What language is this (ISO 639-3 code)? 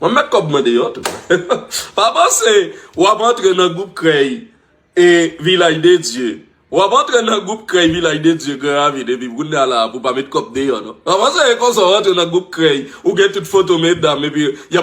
hat